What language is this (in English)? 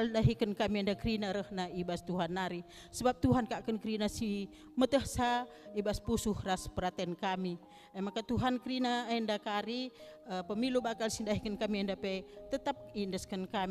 Batak Karo